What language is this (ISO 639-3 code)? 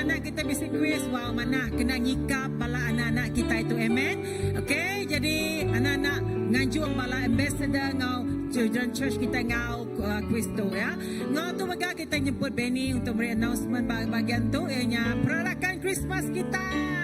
iba